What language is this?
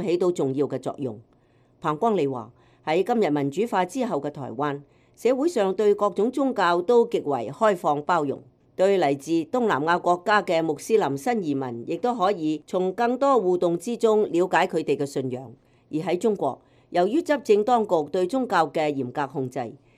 Cantonese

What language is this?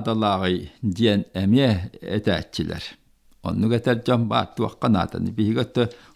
Yakut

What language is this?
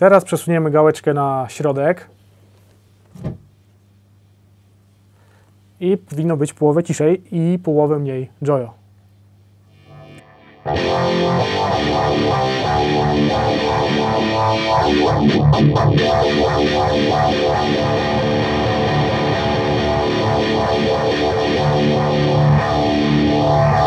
Polish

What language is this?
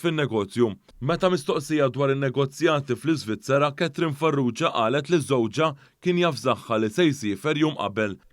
Maltese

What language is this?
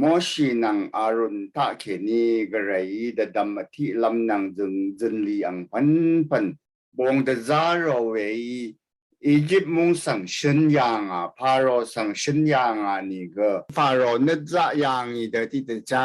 Rawang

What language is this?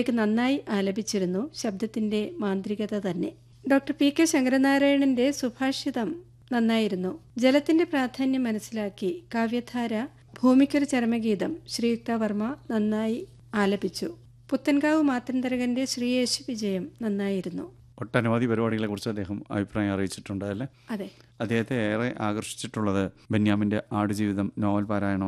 Malayalam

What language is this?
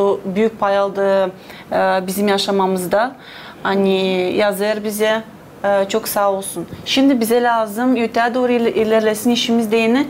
Gagauz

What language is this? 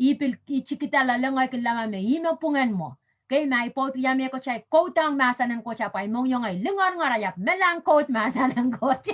Pohnpeian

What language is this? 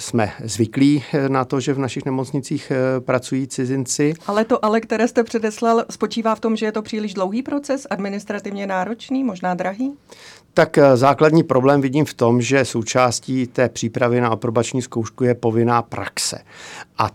Czech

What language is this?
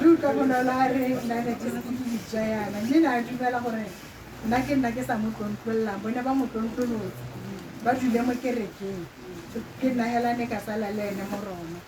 Tswana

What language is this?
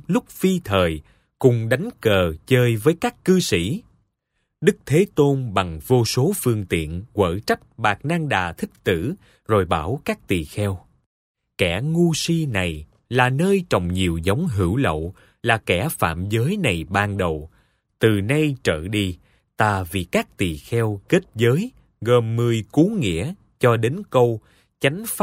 Vietnamese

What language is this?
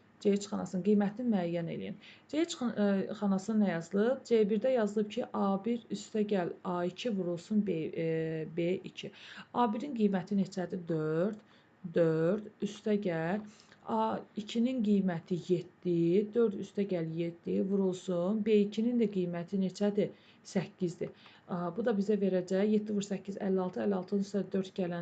Azerbaijani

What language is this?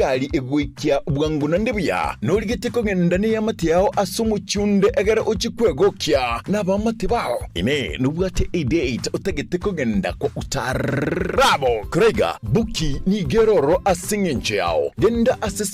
Gusii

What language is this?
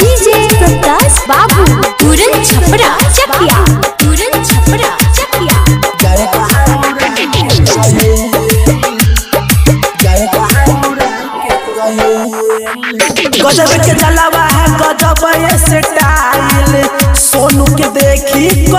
Bhojpuri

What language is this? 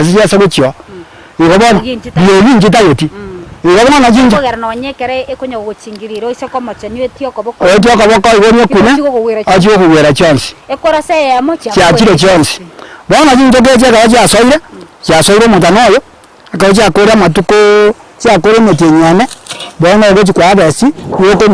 Gusii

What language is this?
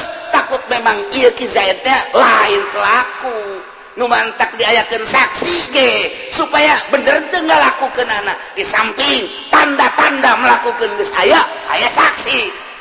Sundanese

